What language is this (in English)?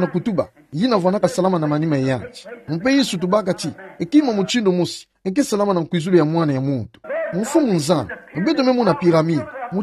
Kituba (Democratic Republic of Congo)